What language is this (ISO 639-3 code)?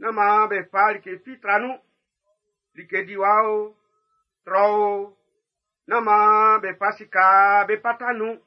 bci